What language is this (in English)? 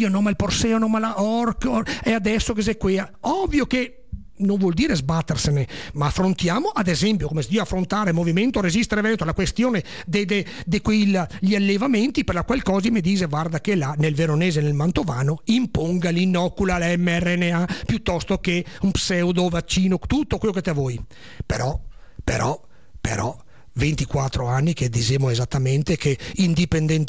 Italian